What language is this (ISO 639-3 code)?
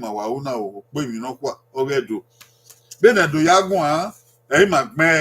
bin